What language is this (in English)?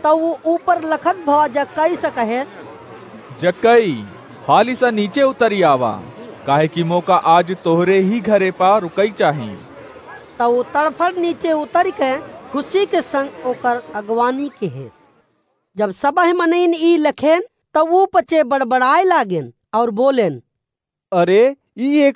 Awadhi